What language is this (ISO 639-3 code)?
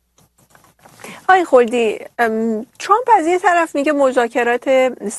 fas